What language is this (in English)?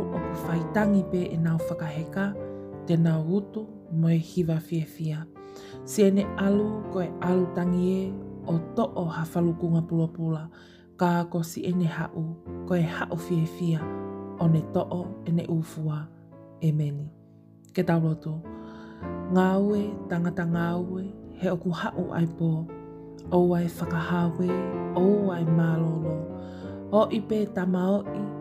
Tongan